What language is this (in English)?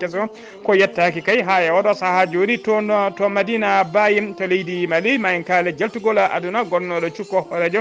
Fula